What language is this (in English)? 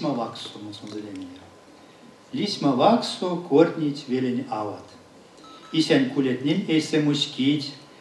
Erzya